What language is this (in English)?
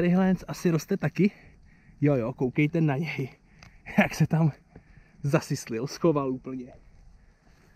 Czech